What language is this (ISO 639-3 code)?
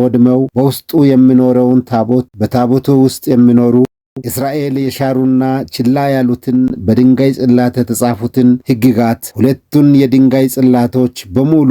amh